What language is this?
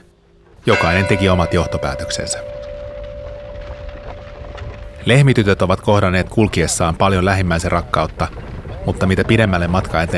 Finnish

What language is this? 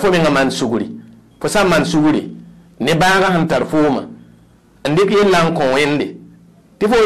Mossi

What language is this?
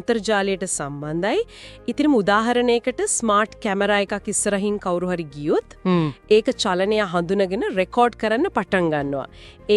Sinhala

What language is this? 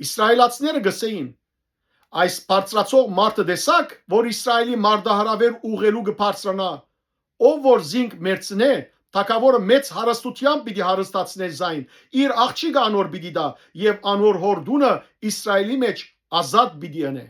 Western Armenian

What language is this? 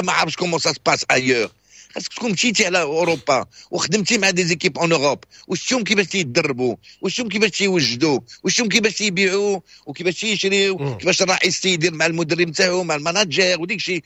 Moroccan Arabic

